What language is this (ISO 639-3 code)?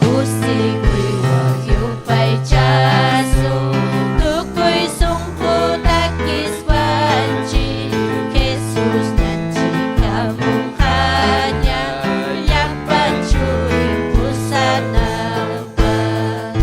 quy